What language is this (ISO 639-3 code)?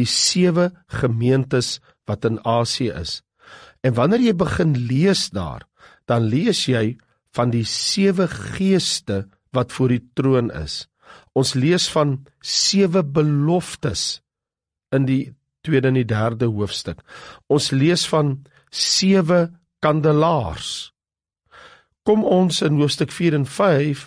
afr